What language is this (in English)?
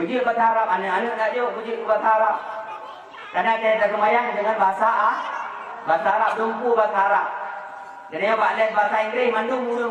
Achinese